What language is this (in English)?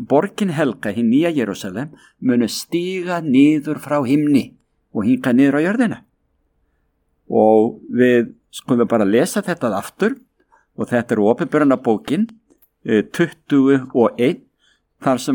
Icelandic